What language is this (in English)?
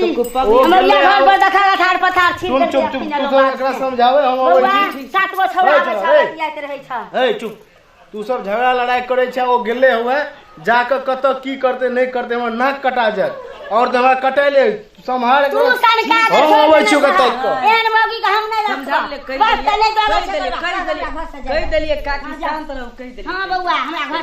Maithili